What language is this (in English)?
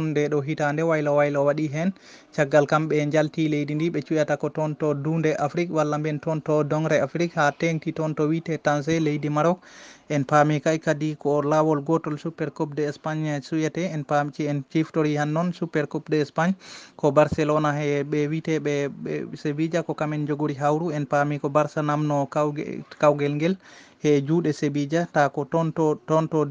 Fula